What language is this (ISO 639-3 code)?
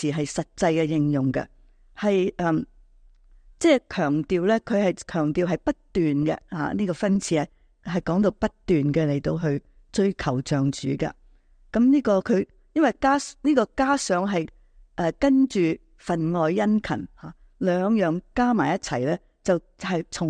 yue